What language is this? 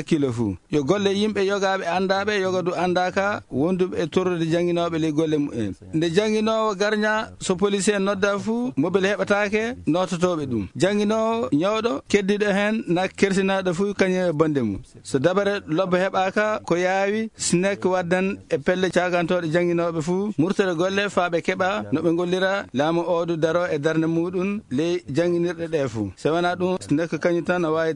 Fula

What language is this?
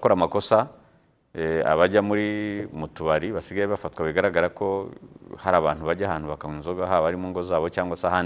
Kinyarwanda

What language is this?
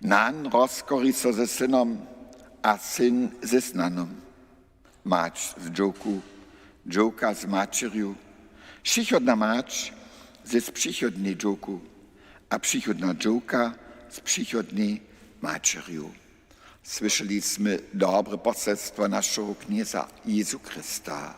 Upper Sorbian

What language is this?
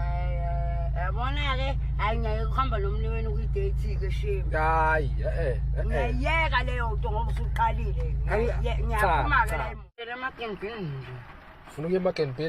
Zulu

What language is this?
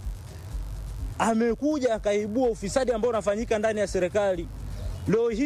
Swahili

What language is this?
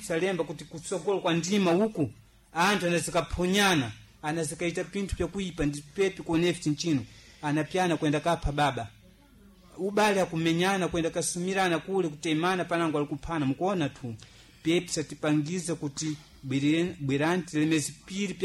Sena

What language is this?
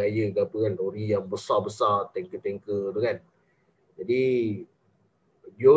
Malay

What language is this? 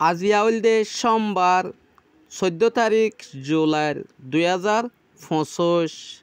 Rohingya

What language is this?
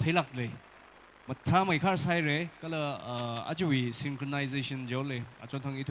Tangkhul Naga (India)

